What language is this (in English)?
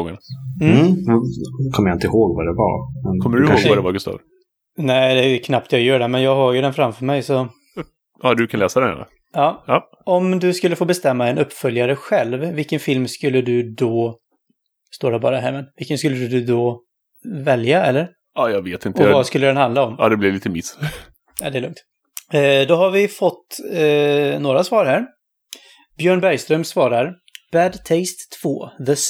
Swedish